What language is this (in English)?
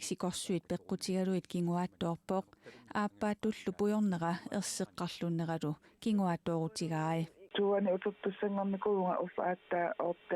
Kalaallisut